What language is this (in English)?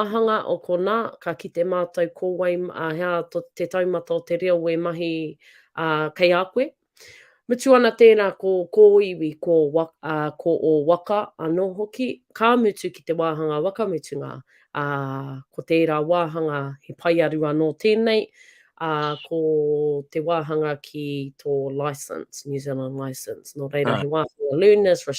Māori